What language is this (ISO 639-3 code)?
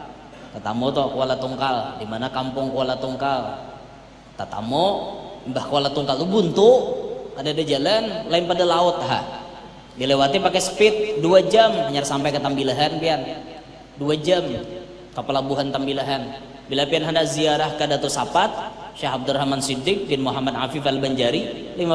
bjn